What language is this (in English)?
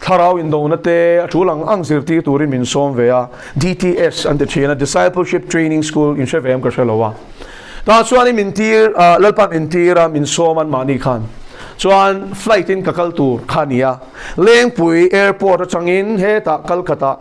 Mizo